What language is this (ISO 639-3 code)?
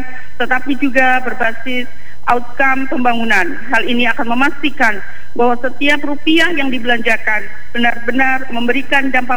ind